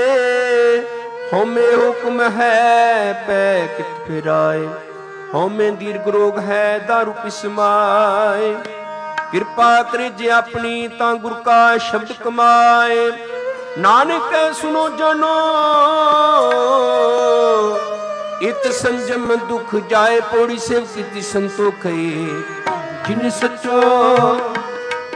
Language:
Punjabi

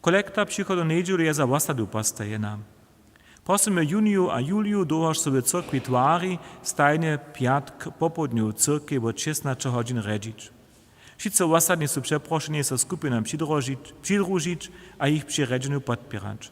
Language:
Upper Sorbian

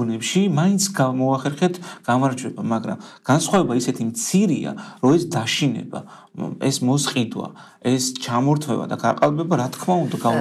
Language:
Georgian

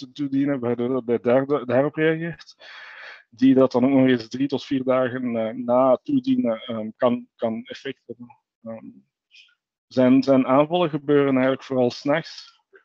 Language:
Dutch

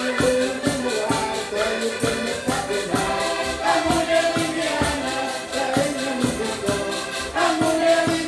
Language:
Portuguese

